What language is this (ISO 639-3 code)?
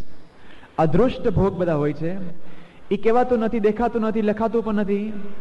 guj